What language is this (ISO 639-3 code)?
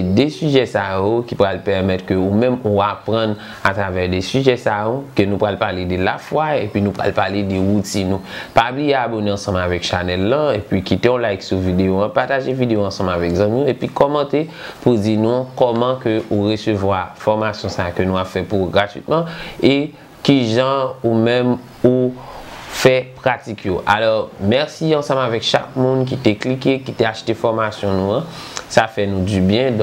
hat